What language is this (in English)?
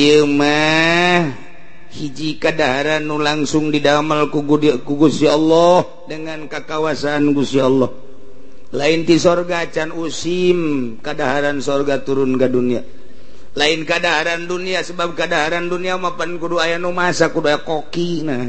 Sundanese